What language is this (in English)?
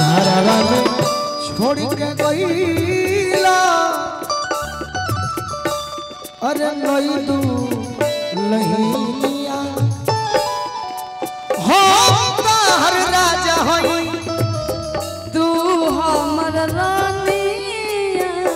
Bhojpuri